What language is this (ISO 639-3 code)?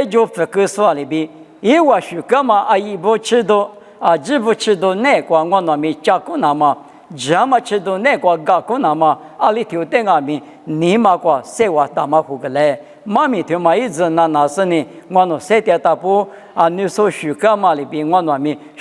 lis